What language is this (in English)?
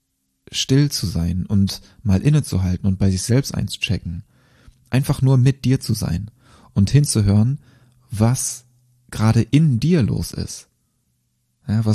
German